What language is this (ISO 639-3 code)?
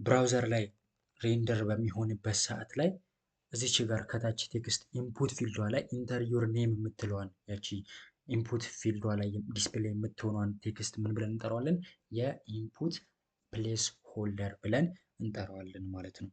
amh